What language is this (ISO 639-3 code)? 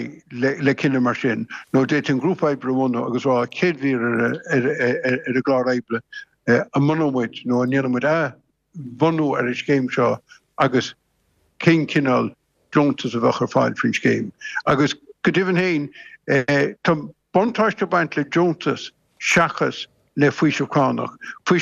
gle